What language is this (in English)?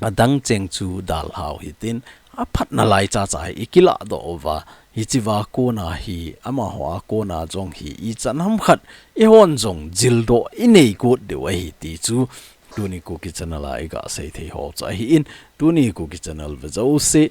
Thado Chin